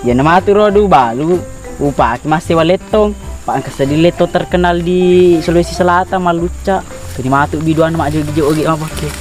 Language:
Buginese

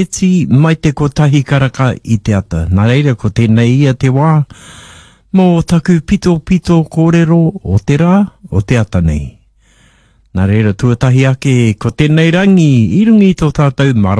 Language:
Māori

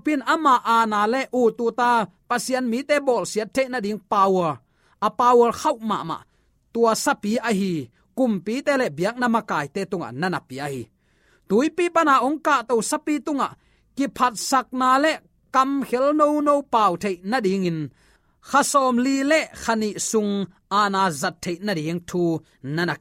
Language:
Tedim Chin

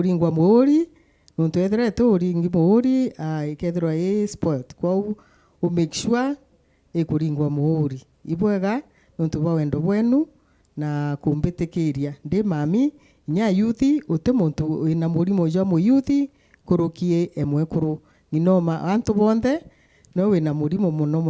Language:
Meru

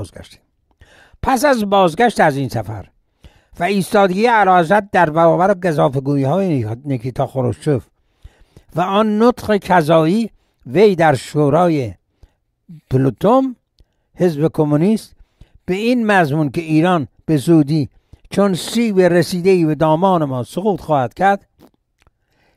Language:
Persian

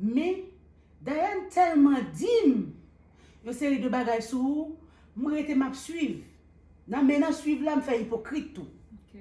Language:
Haitian Creole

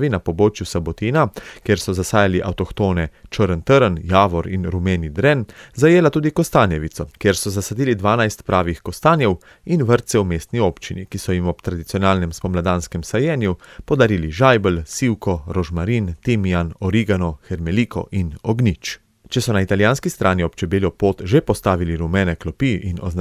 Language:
Slovenian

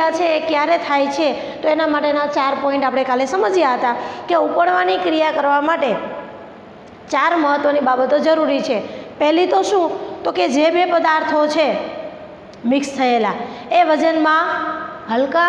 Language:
Gujarati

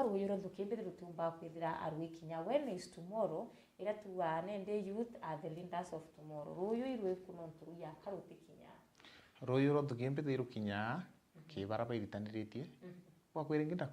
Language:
Meru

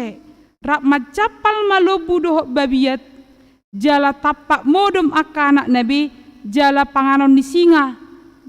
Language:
Batak Toba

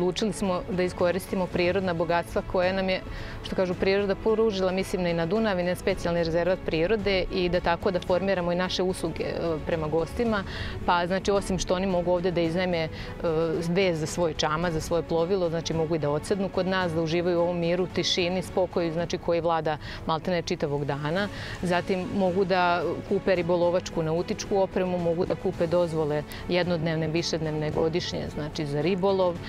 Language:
Serbian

